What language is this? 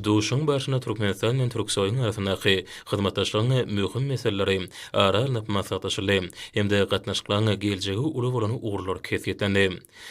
Turkmen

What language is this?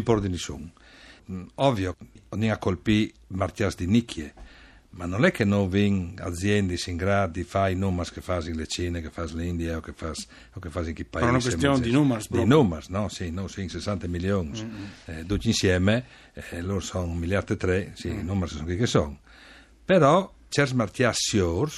Friulian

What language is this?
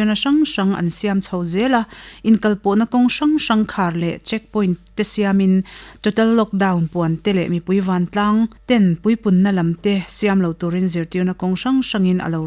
Mizo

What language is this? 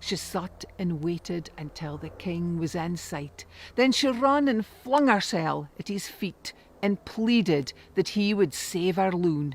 Scots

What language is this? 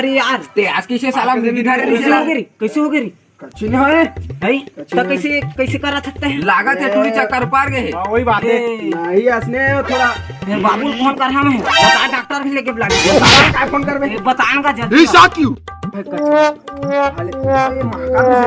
Chhattisgarhi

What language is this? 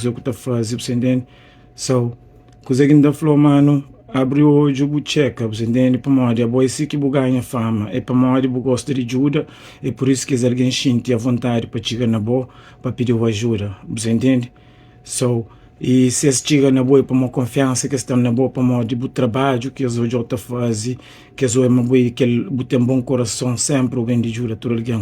Kabuverdianu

